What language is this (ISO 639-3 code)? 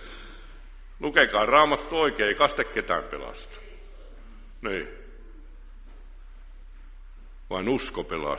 fin